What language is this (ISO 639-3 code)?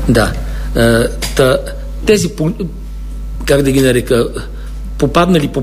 bul